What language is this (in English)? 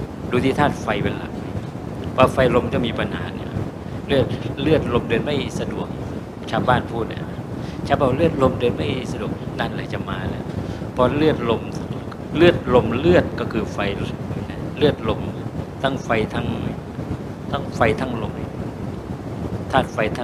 Thai